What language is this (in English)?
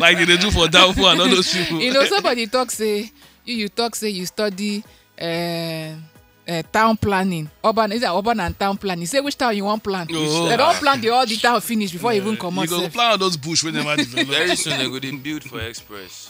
Nigerian Pidgin